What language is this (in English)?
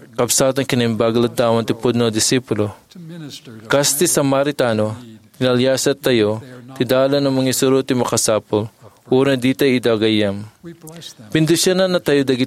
Iloko